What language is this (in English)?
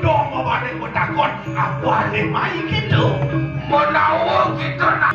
Balinese